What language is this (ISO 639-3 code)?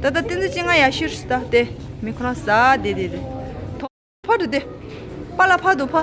bod